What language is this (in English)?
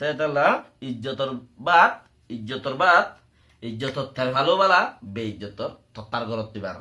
Rohingya